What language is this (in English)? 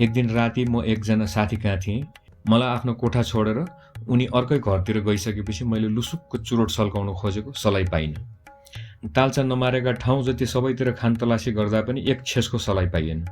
Nepali